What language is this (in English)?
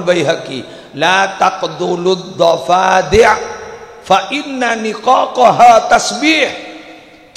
Madurese